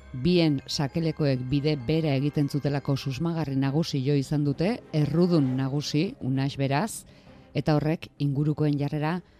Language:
Basque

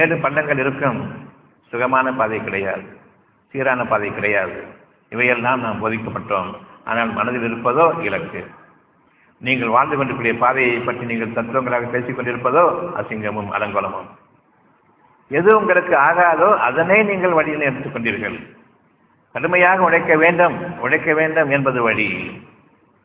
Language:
Tamil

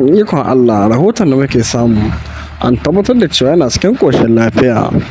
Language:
Hausa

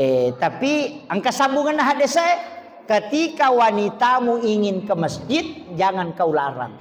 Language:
Buginese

